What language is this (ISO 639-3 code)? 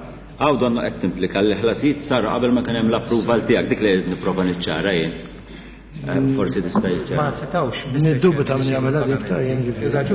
mlt